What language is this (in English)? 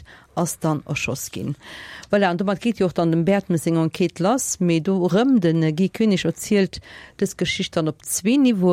Luxembourgish